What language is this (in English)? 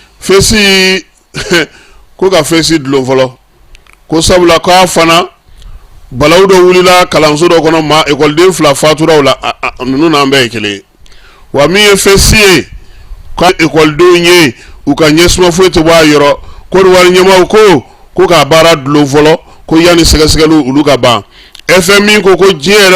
Bambara